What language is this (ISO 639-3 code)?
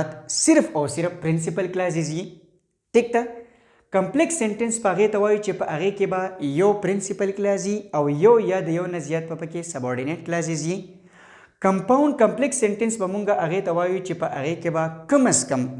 pus